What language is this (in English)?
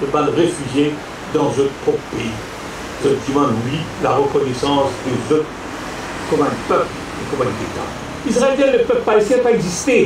Morisyen